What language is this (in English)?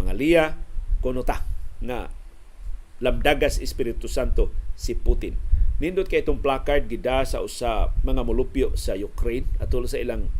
Cebuano